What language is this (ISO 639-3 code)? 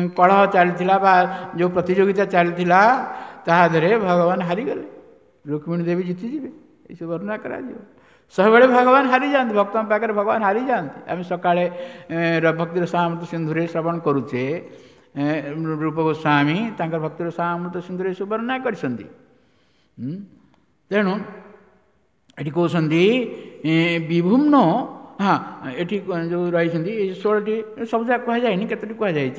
ori